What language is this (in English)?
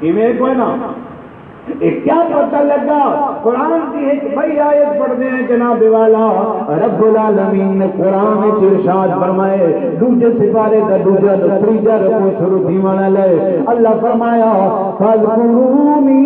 Saraiki